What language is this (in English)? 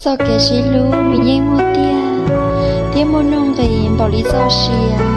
Hmong